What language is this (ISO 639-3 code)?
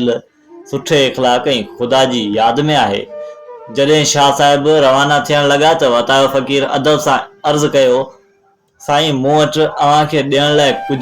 snd